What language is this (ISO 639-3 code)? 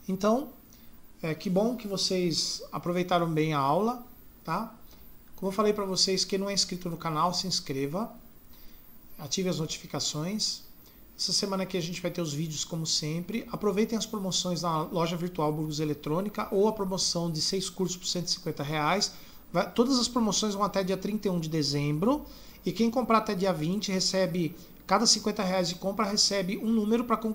por